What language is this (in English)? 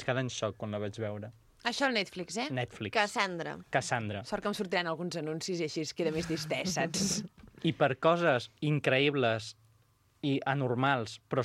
Catalan